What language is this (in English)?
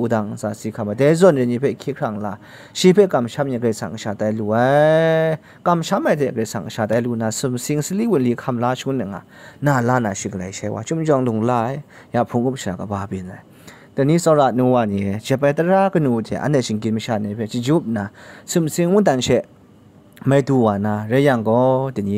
Kachin